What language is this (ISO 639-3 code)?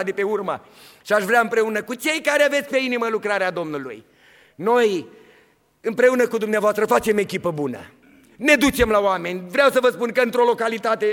ron